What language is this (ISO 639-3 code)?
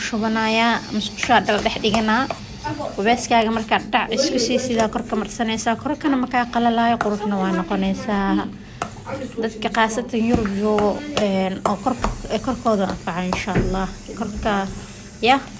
som